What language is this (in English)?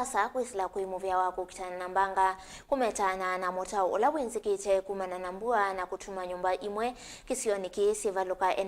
Kamba